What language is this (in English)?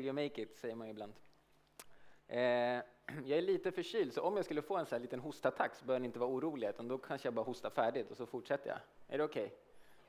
Swedish